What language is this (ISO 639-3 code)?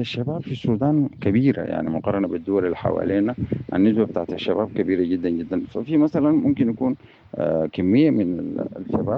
apd